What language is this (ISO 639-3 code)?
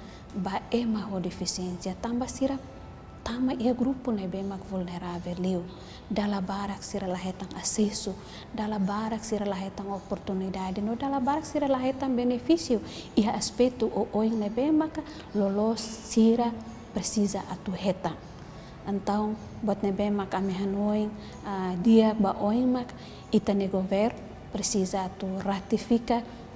tet